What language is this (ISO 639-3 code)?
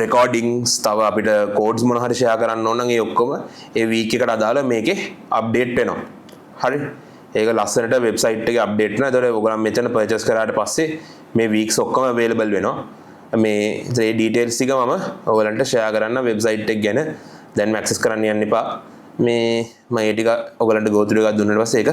sin